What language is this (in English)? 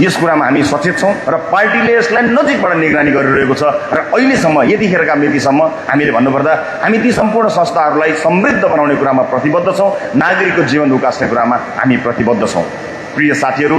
Nepali